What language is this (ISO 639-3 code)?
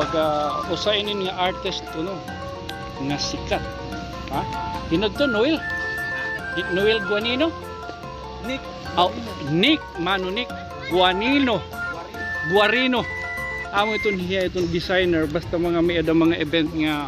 war